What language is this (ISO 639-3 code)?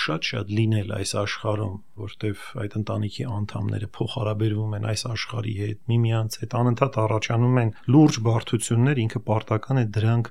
hye